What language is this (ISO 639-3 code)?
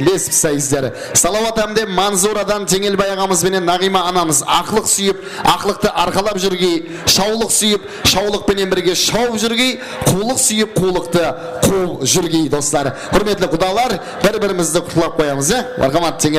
kaa